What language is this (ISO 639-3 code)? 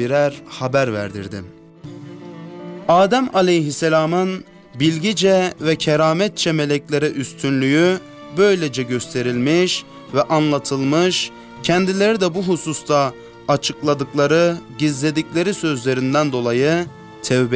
tur